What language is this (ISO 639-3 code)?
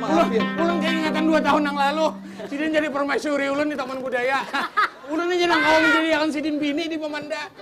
bjn